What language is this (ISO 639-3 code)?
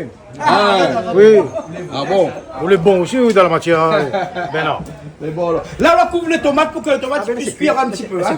rcf